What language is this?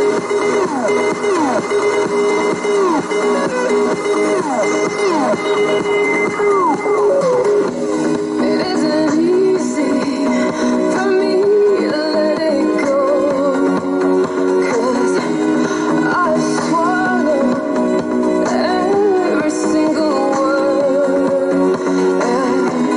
English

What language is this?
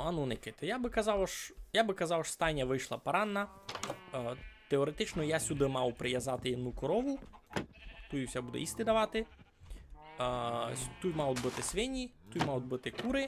Rusyn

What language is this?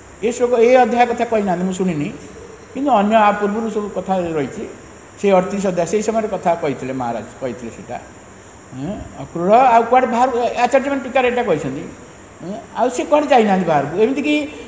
Odia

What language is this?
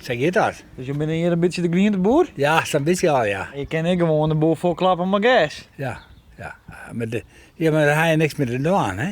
Western Frisian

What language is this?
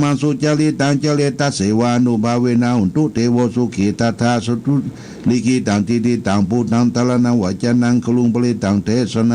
Pali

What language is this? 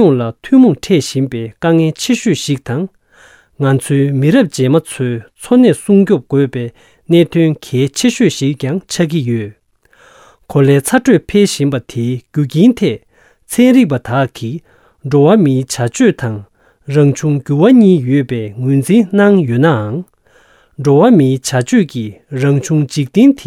Tibetan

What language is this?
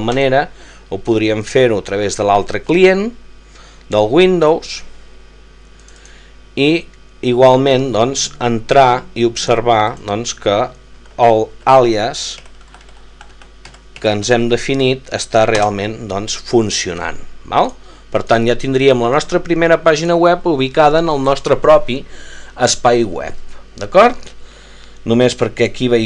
Catalan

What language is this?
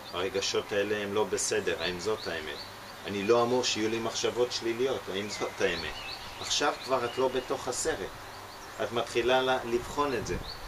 Hebrew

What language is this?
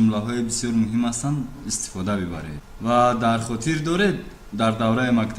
Tajik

